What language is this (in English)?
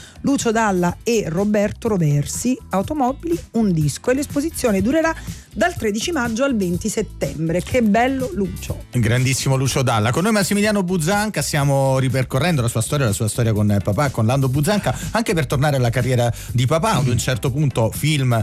Italian